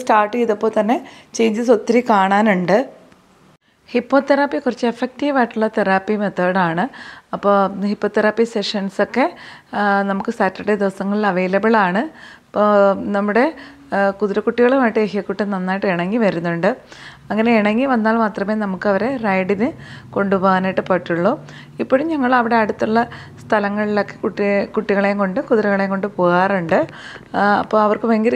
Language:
Malayalam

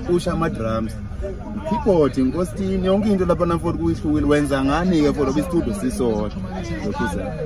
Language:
Zulu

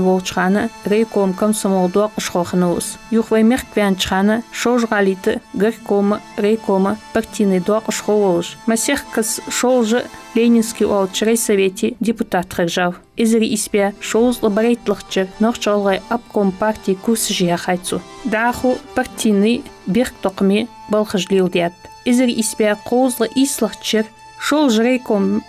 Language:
Ingush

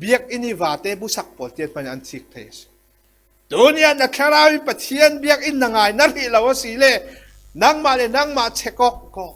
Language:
Falam Chin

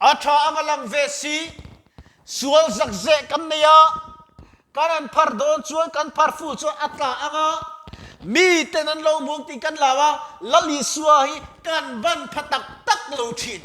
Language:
Mizo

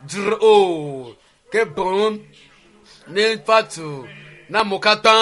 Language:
Ewe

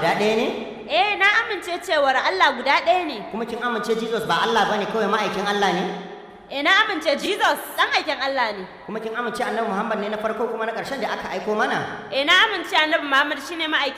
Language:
Hausa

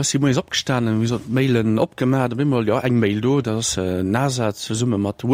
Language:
Luxembourgish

